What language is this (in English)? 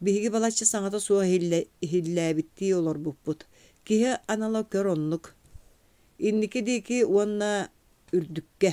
Yakut